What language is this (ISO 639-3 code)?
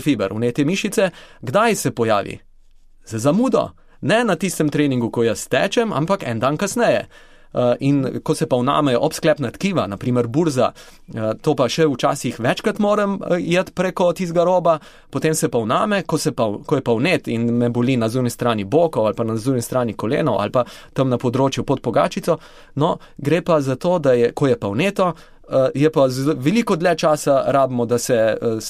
slv